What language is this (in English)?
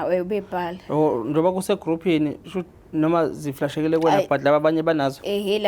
Zulu